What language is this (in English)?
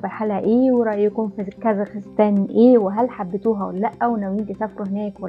Egyptian Arabic